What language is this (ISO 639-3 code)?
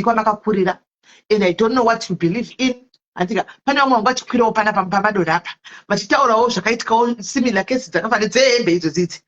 sna